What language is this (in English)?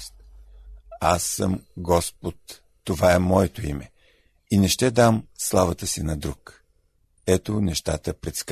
Bulgarian